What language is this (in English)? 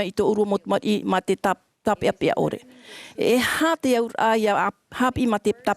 Tahitian